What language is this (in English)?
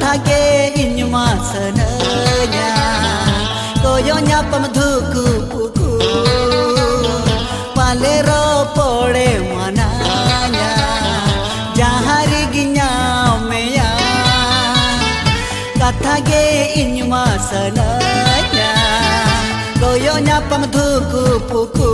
Santali